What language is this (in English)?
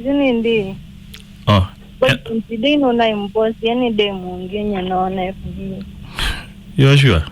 Kamba